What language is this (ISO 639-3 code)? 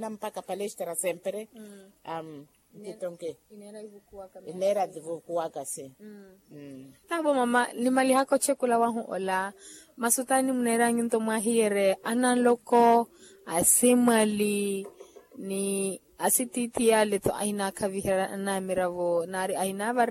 vmw